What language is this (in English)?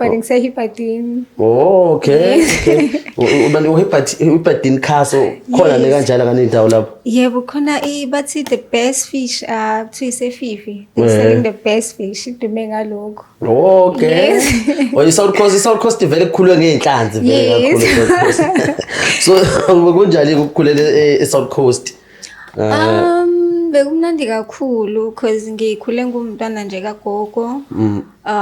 Zulu